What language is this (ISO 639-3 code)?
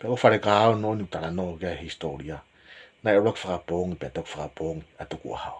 ton